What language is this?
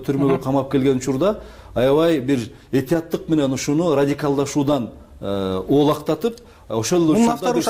Kyrgyz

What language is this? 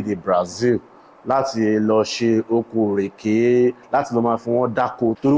Yoruba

